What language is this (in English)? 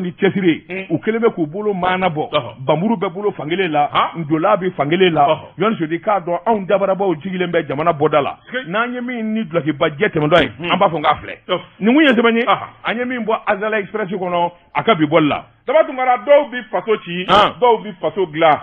Bambara